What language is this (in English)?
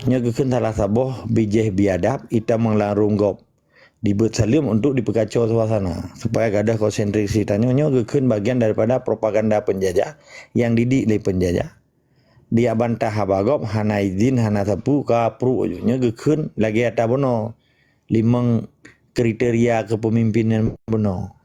Achinese